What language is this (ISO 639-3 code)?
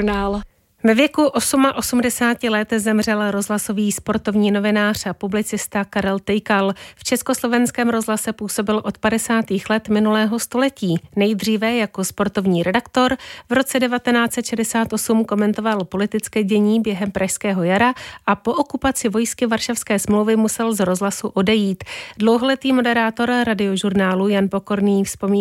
ces